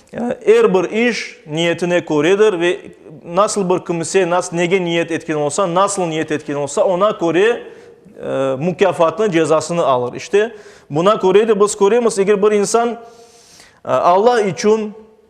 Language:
Crimean Tatar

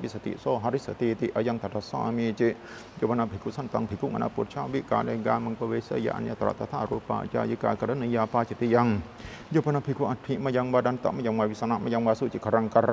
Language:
Pali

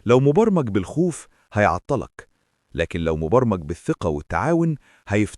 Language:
Egyptian Arabic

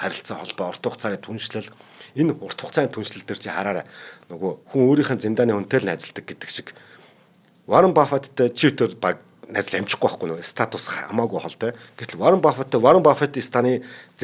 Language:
Mongolian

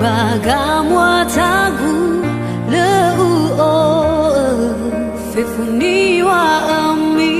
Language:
Nias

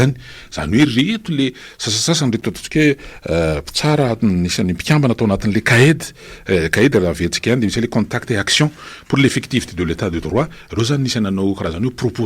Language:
Malagasy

